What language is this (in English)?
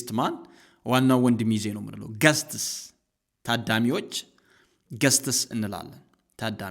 Amharic